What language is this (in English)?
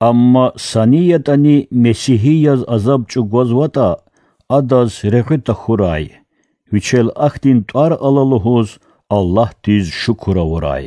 Lezghian